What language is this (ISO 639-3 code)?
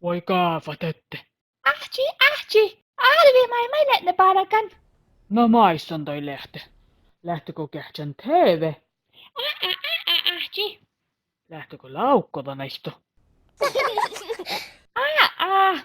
sme